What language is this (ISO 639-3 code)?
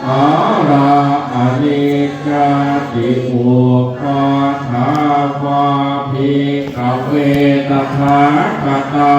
pli